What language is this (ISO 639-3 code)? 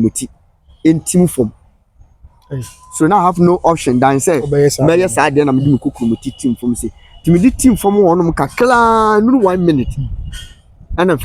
aka